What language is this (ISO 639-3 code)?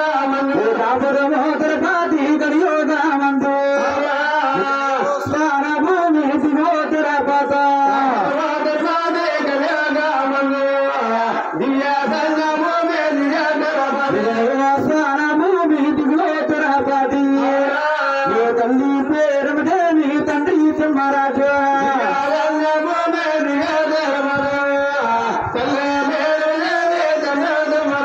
tel